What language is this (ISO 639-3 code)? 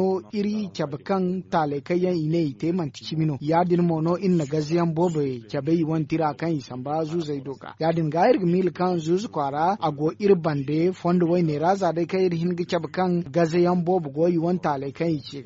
dje